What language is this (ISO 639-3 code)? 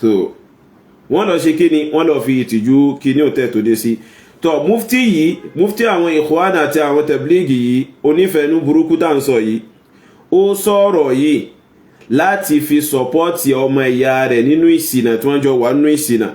yor